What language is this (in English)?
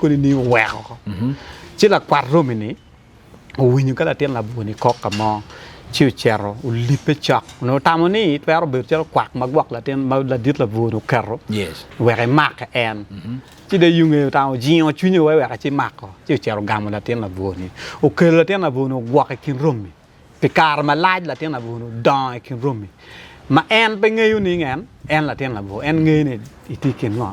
Acoli